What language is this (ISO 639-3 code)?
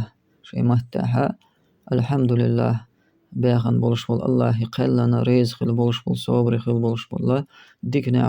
che